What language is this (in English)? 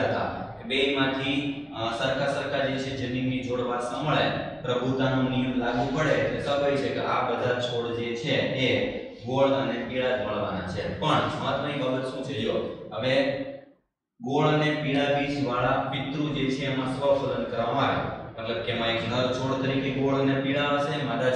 Gujarati